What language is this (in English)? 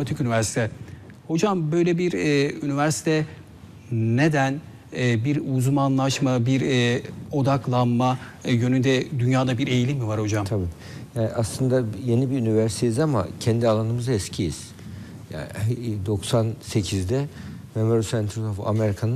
Turkish